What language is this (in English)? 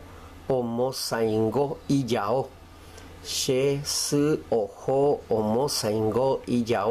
Guarani